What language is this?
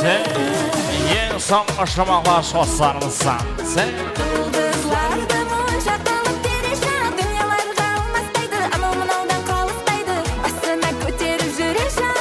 Kara-Kalpak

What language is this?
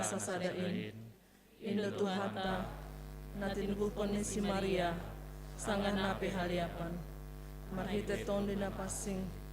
Batak Simalungun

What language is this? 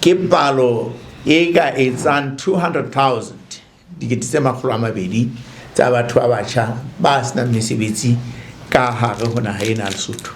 Southern Sotho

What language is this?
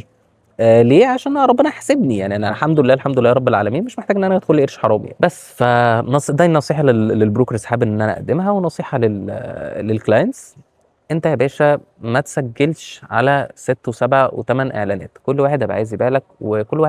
Egyptian Arabic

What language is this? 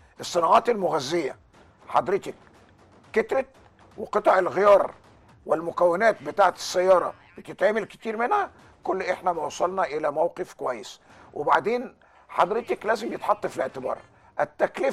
Egyptian Arabic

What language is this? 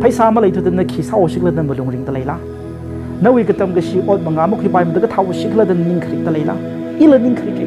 Tangkhul Naga (India)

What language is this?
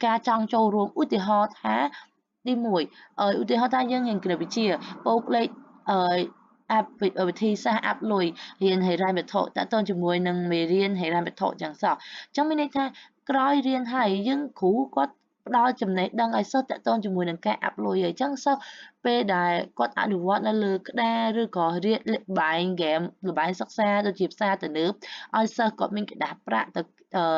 Khmer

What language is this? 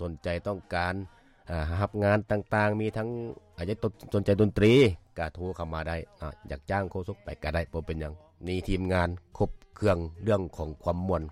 Lao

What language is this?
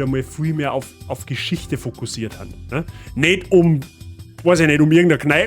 Bavarian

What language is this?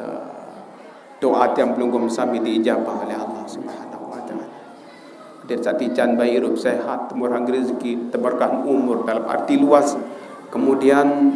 Sasak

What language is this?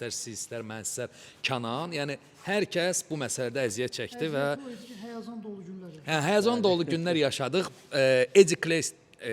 Azerbaijani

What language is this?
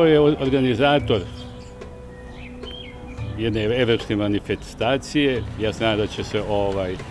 Croatian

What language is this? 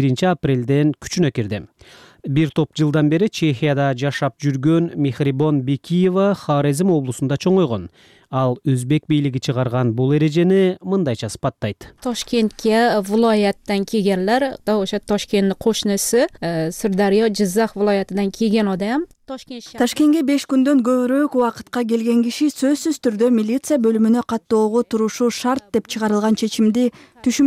Kyrgyz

